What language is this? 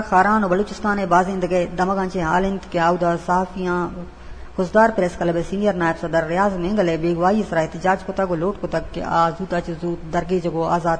Eastern Balochi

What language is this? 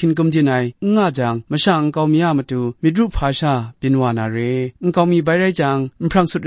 Kachin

